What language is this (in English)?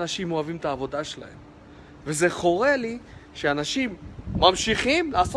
Hebrew